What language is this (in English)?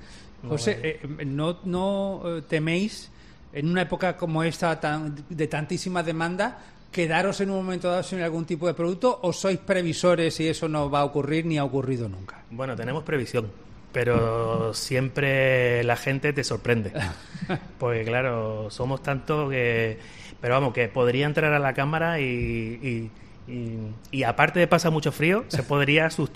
Spanish